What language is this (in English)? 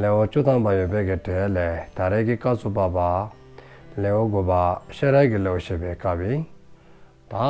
Dzongkha